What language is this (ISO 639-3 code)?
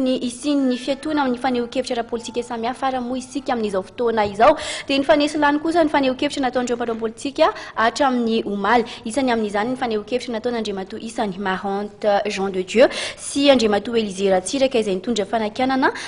mlg